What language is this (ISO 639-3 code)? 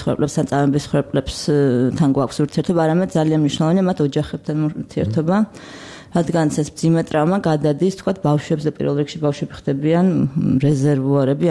kat